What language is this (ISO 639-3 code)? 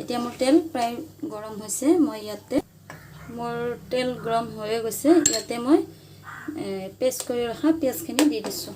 asm